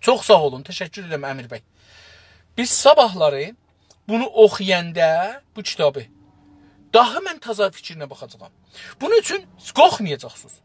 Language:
South Azerbaijani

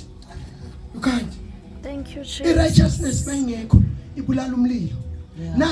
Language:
Zulu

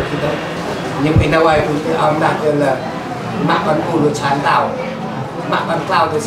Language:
Central Mnong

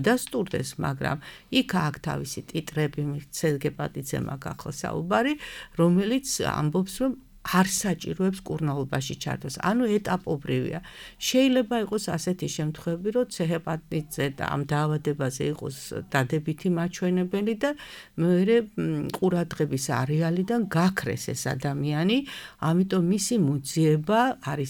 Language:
Georgian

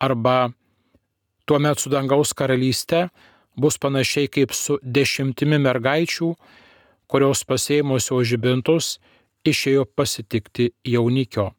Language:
Lithuanian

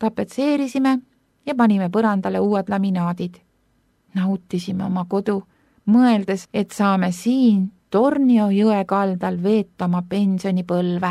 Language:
Estonian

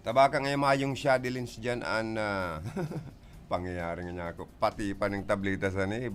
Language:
Bikol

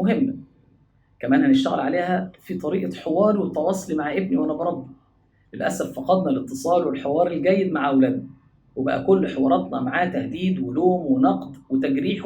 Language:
Egyptian Arabic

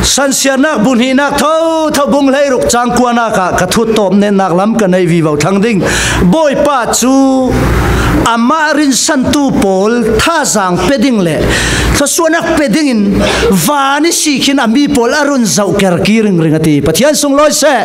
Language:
Falam Chin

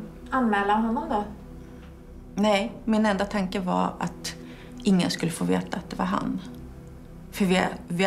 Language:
Swedish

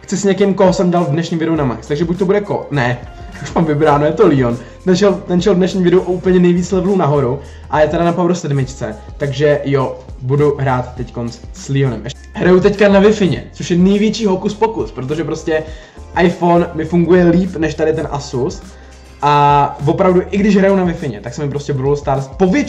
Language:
Czech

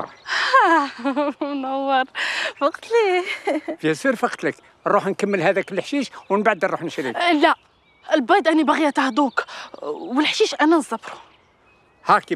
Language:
Algerian Arabic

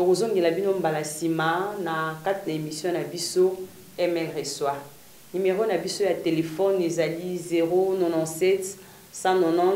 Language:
Lingala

